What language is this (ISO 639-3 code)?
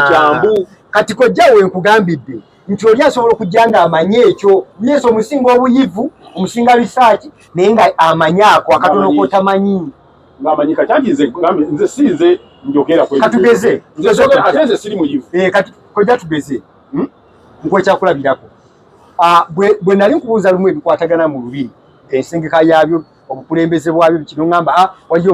lug